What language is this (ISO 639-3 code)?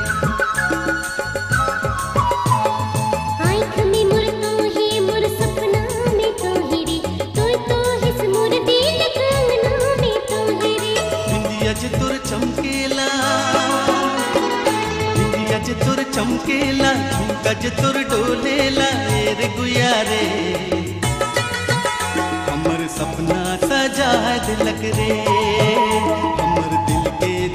sck